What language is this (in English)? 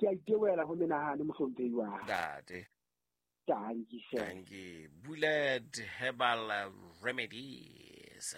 Southern Sotho